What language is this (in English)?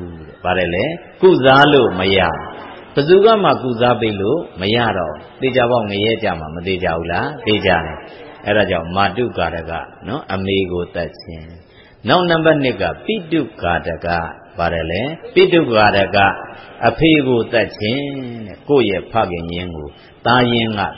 Burmese